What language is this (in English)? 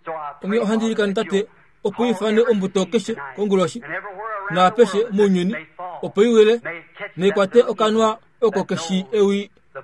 Kuanyama